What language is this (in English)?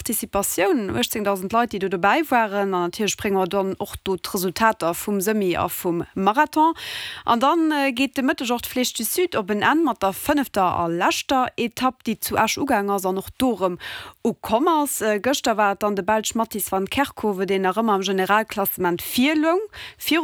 Luxembourgish